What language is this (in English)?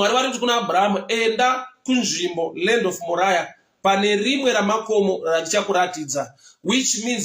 Shona